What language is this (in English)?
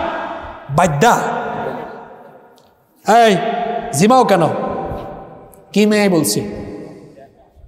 Bangla